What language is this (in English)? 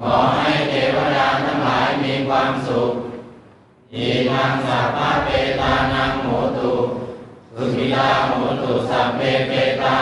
Pali